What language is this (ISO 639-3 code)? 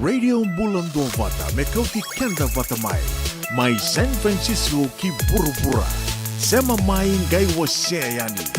fij